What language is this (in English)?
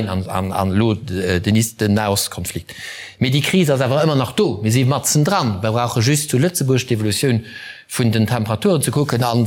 Luxembourgish